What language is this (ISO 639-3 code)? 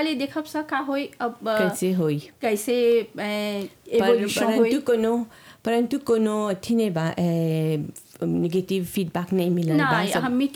bho